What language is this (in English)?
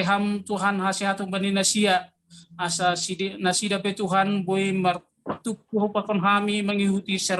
Batak Simalungun